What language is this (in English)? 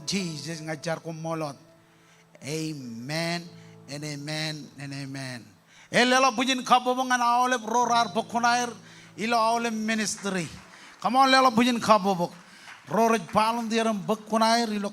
Marshallese